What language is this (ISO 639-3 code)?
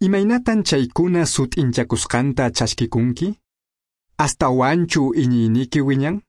que